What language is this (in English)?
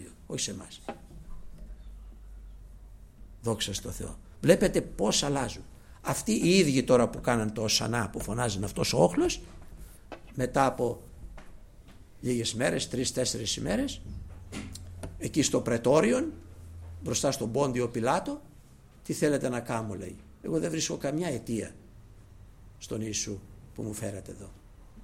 Greek